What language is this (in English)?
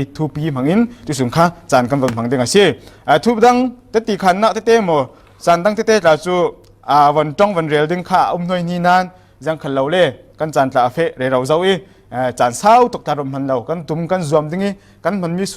Falam Chin